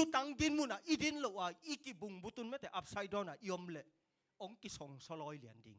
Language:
Tedim Chin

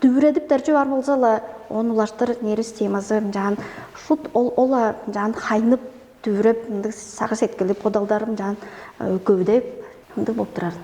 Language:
Tuvinian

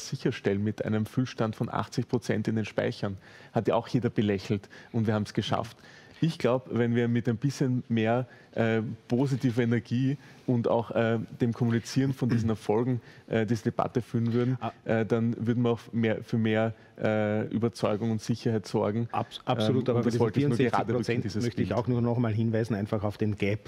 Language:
German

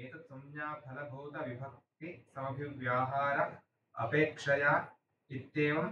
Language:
Sanskrit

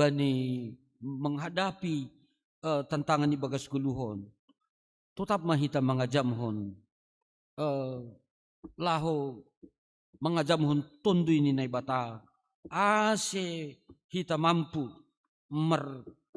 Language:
Batak Simalungun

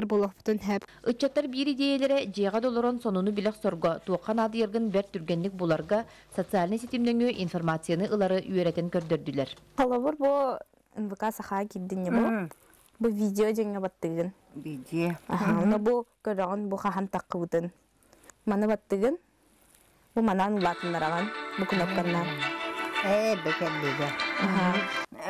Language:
Yakut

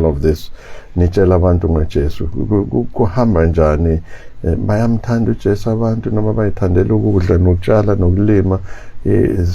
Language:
Zulu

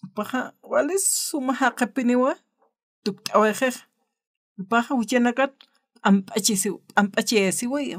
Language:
Aymara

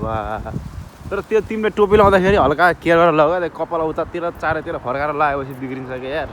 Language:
Nepali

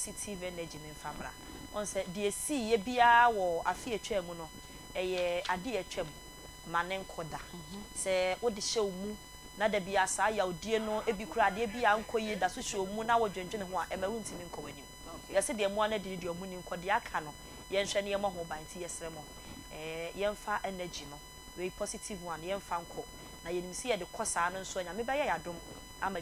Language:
Akan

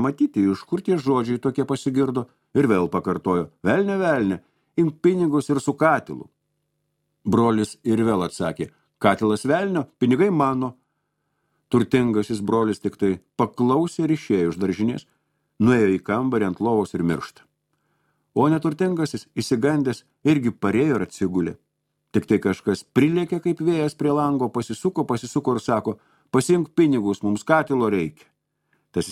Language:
Lithuanian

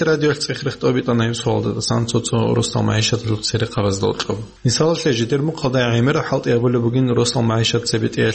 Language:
Avaric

